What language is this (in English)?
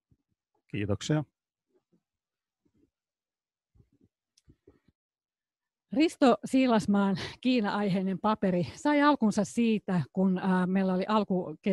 Finnish